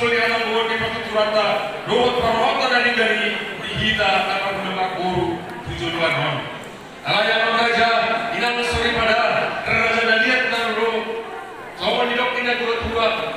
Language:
Batak Toba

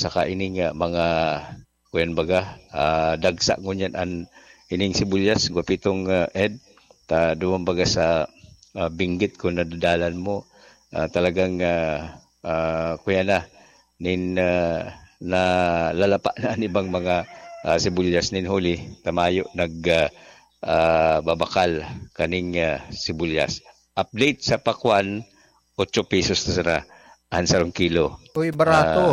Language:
Bikol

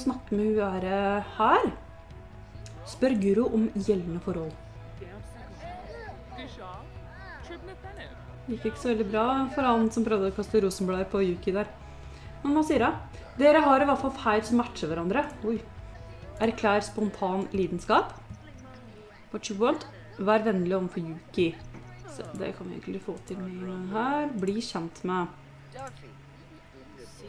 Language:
Norwegian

